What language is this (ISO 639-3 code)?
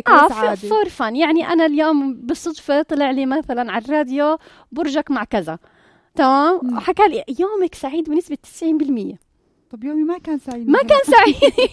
apc